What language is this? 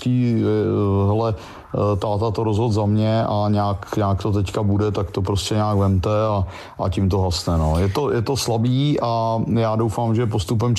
Czech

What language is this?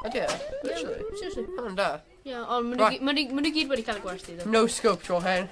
Welsh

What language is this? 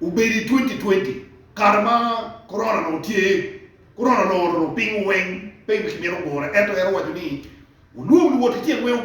Acoli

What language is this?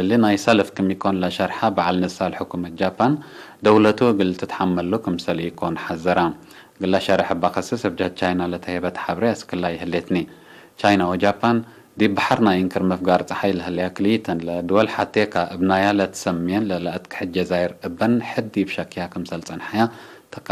Tigre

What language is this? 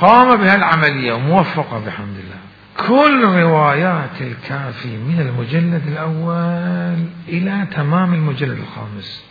Mesopotamian Arabic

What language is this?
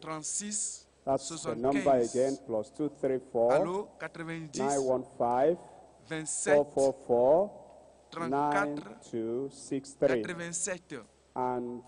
Ewe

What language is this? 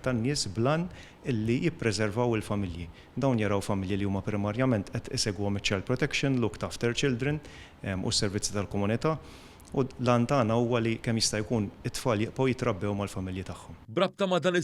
Maltese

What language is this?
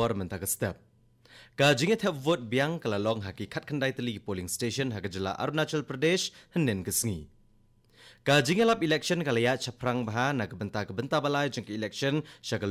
Khasi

